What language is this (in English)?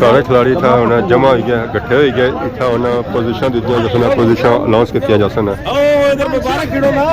Pahari-Potwari